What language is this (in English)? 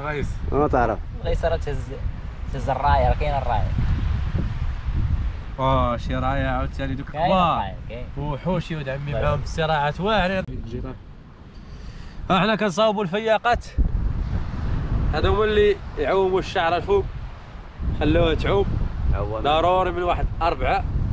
Moroccan Arabic